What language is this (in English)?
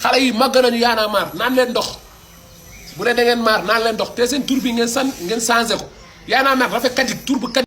Wolof